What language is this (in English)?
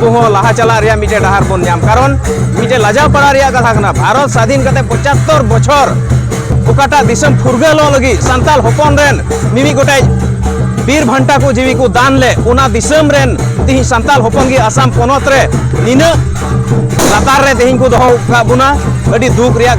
Santali